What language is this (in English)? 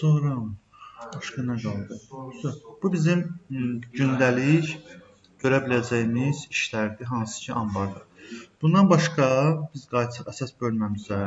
Azerbaijani